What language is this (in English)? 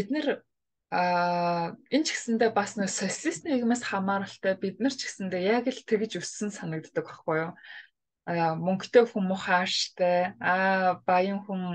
Mongolian